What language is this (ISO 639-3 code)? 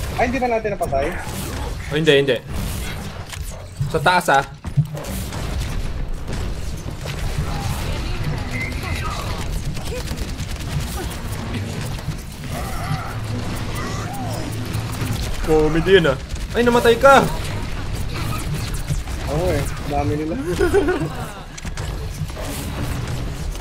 fil